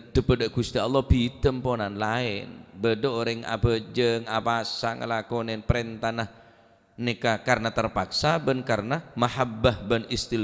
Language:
Madurese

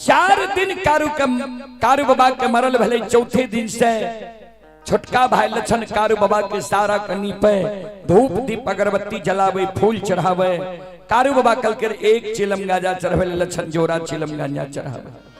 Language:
Maithili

